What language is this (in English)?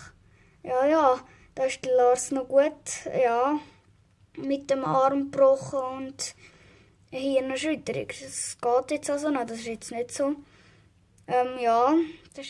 Swiss German